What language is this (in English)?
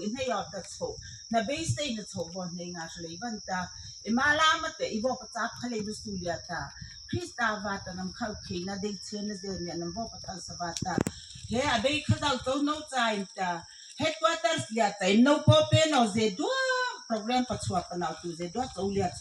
Mara Chin